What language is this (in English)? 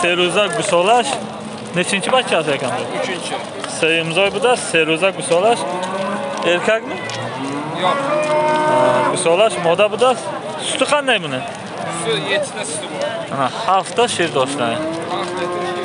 Tajik